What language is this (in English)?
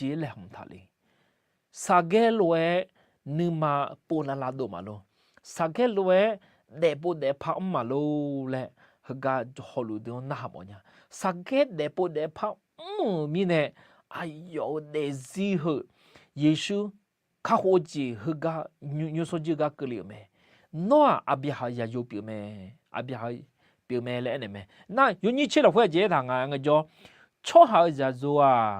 Akha